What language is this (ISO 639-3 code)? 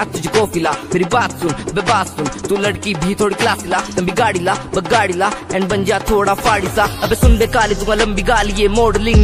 hin